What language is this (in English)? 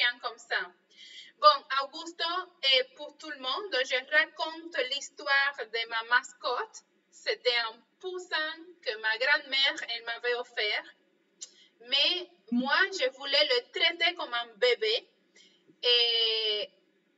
French